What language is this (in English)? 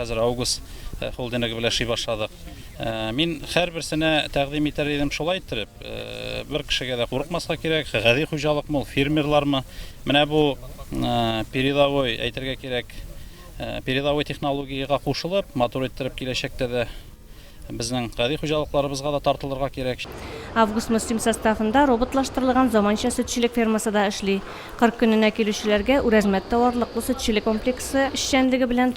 Tatar